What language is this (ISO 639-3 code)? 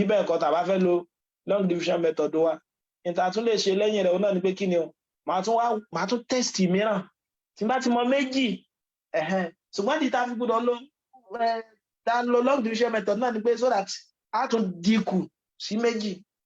yor